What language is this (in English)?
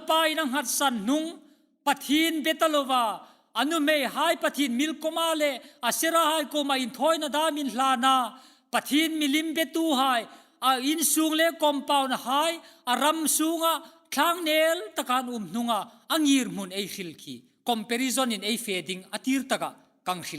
Hmar